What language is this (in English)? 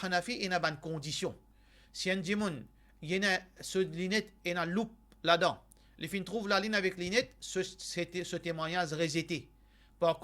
Morisyen